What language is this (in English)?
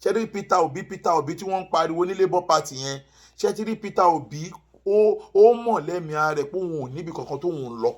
Yoruba